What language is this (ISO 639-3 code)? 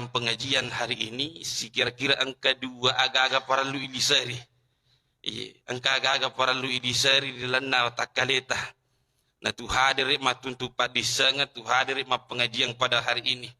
bug